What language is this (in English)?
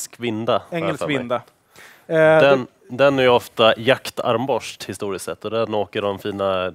Swedish